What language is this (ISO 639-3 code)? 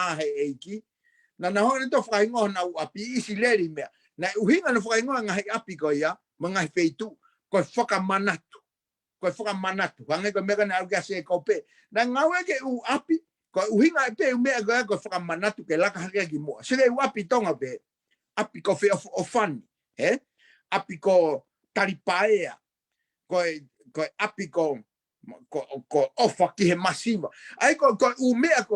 ton